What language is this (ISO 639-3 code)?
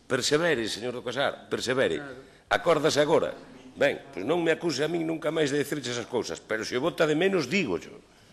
glg